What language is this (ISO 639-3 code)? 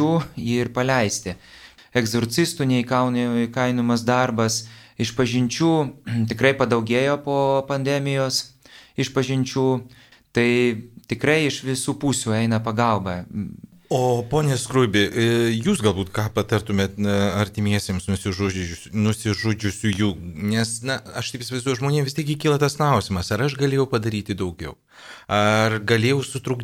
lit